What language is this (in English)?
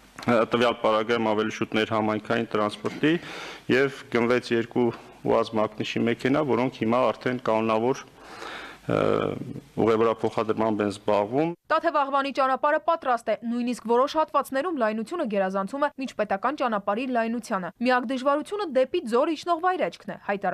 Armenian